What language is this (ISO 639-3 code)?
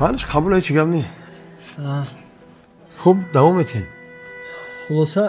tgk